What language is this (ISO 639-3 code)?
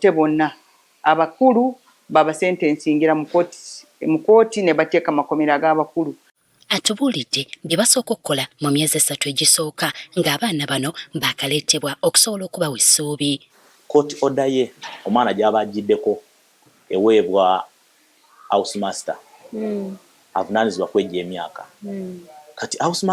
lug